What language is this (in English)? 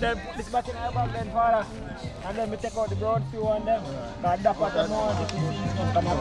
Jamaican Creole English